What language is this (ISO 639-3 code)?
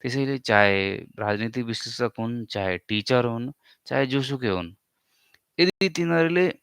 nep